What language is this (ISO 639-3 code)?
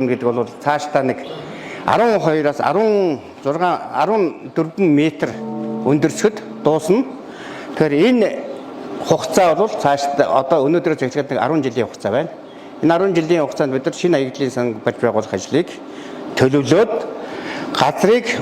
mon